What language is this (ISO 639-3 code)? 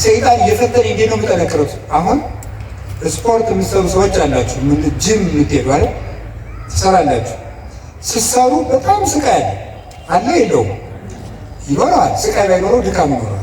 amh